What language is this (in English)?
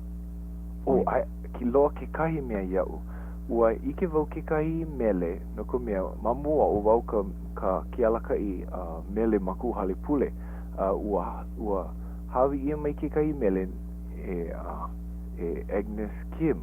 Hawaiian